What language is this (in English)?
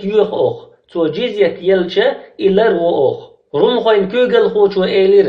Chechen